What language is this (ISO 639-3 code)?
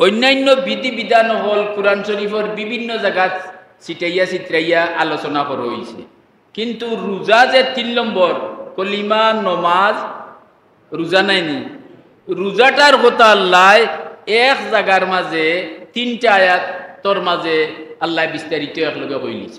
syl